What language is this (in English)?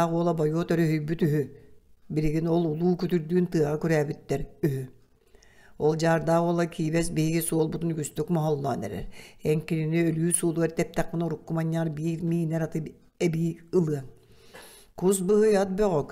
Yakut